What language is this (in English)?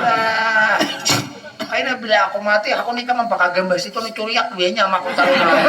Banjar